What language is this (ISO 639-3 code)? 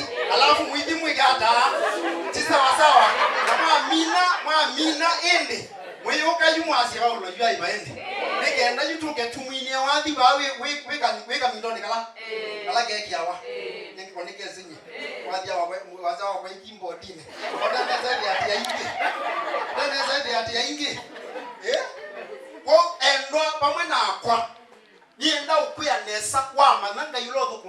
kam